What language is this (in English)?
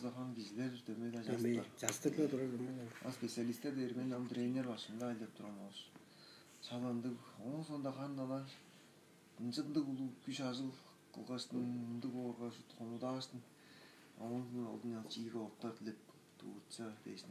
Tuvinian